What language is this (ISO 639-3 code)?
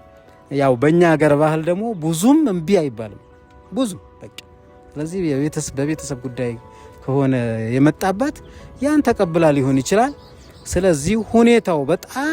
amh